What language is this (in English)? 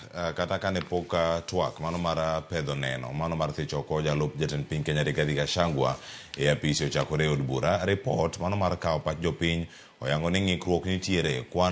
Luo (Kenya and Tanzania)